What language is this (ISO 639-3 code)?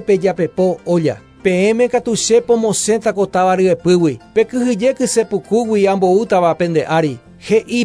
grn